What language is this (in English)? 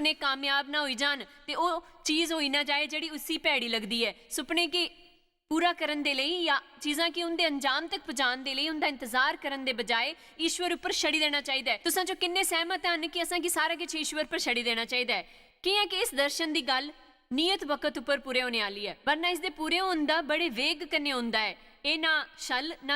Dogri